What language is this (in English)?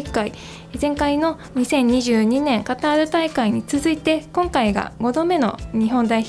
Japanese